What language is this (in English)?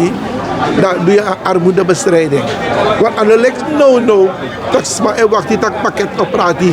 Sranan Tongo